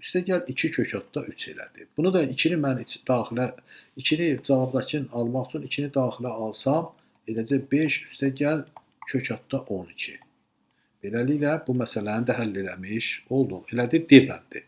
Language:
Azerbaijani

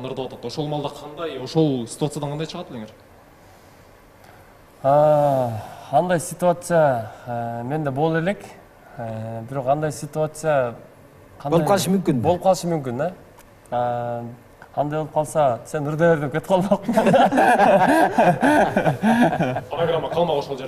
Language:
Kyrgyz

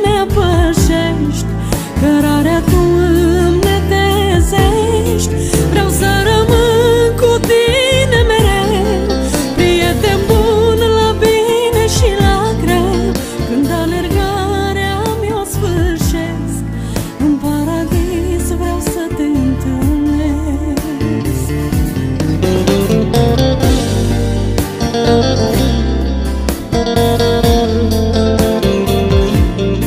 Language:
Romanian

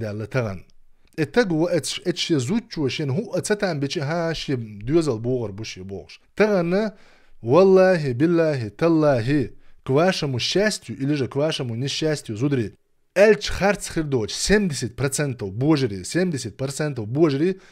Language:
Chechen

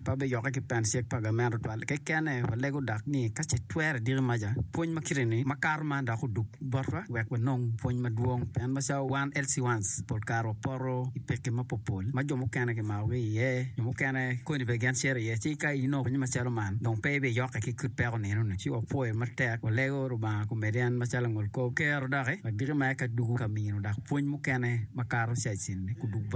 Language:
Acoli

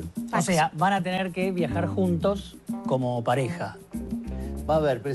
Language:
Spanish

